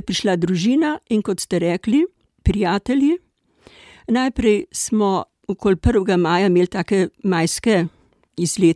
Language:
Slovenian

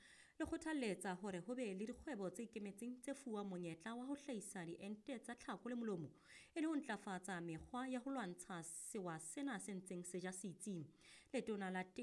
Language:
Southern Sotho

